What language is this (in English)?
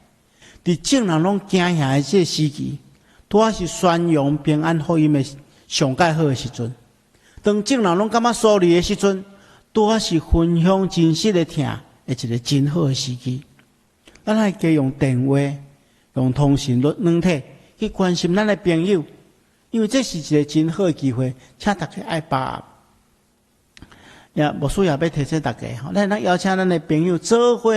Min Nan Chinese